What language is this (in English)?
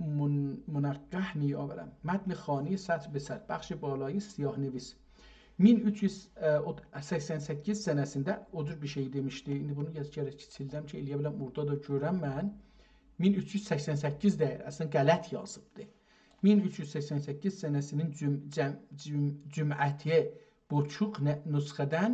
South Azerbaijani